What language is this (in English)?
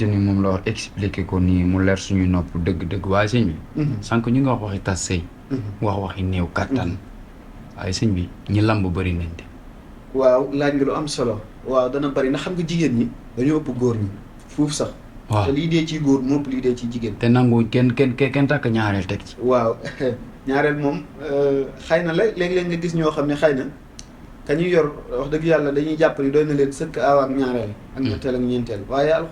Wolof